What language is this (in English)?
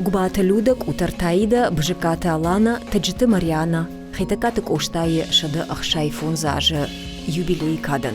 Ossetic